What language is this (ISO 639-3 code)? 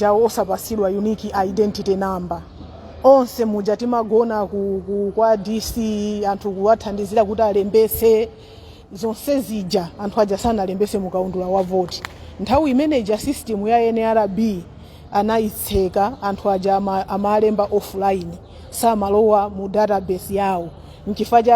nya